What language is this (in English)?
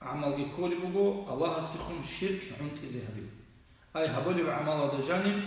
Avaric